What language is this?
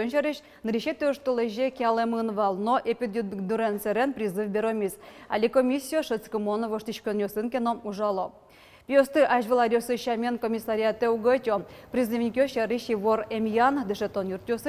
Udmurt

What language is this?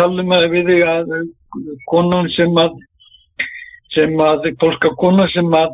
Icelandic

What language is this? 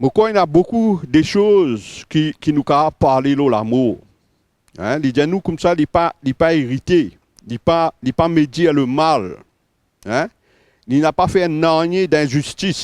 Morisyen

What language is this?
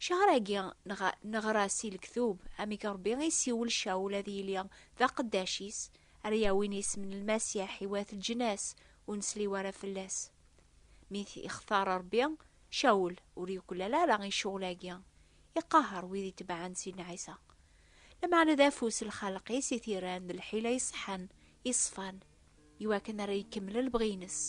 Kabyle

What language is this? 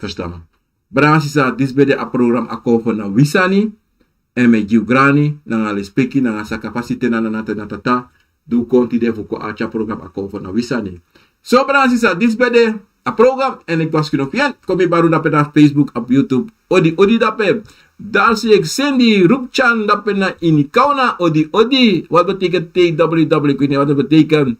Sranan Tongo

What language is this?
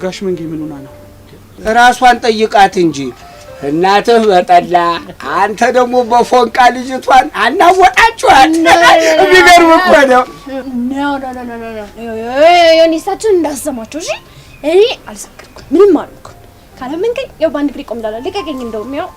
Amharic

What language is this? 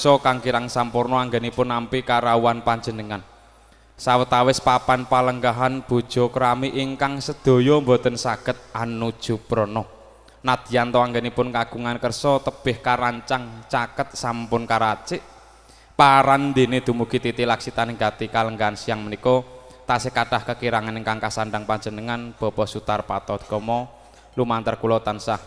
Javanese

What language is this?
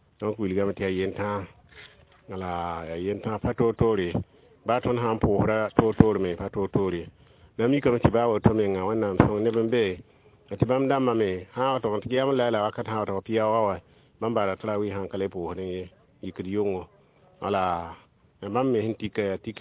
Mossi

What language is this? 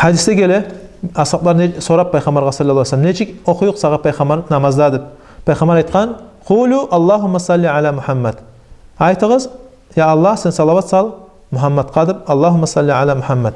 Kumyk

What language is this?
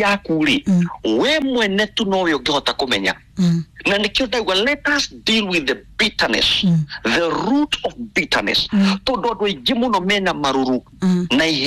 Kikuyu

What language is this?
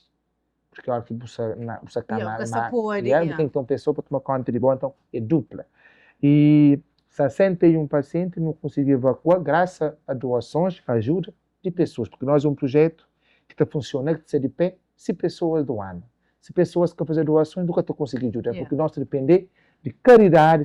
Kabuverdianu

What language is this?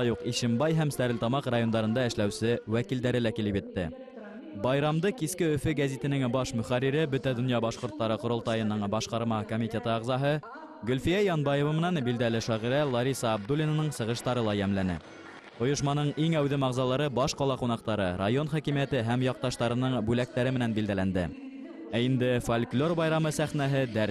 Bashkir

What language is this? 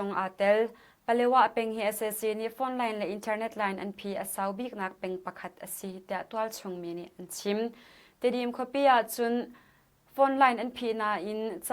Hakha Chin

